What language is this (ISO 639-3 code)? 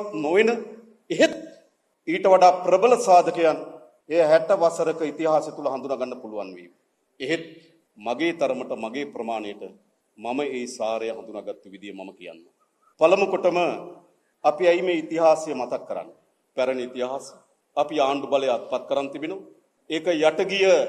sin